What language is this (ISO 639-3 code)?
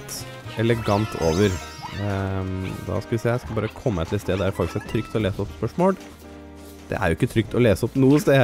nor